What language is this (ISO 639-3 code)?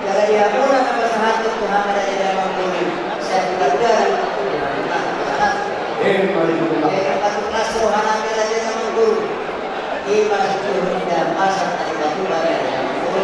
bbc